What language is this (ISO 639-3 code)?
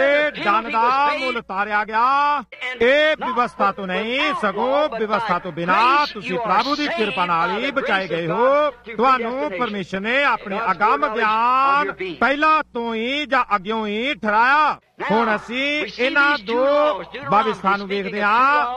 pan